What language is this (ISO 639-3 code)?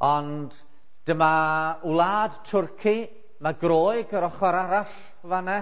cym